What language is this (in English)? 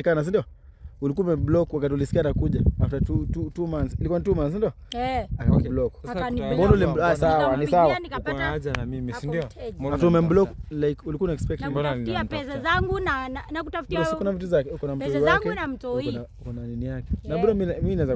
Swahili